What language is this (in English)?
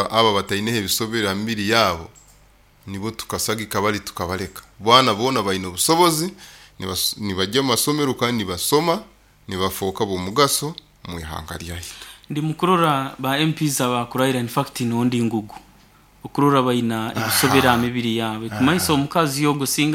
Nyoro